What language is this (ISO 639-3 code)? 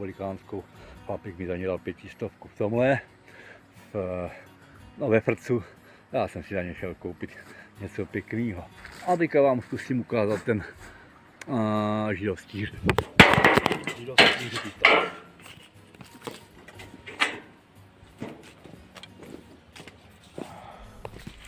ces